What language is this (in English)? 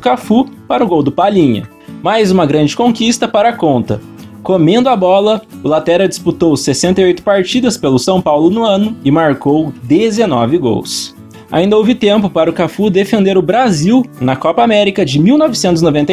Portuguese